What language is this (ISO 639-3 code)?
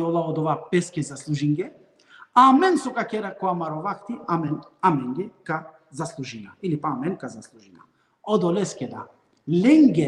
rmn